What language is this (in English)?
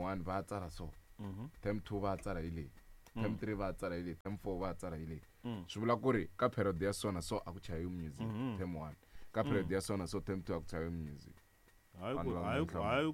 Tsonga